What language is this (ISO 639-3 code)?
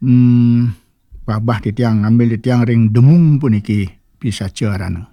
ban